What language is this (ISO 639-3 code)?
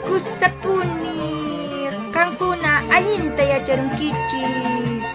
que